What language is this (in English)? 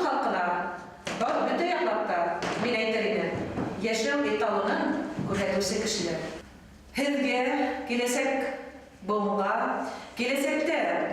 Bashkir